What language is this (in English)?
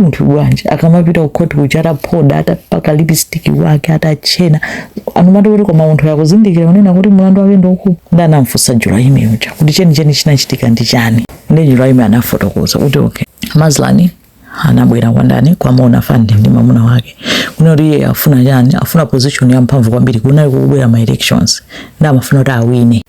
Nyanja